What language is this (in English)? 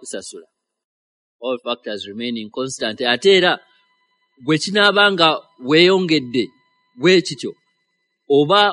Ganda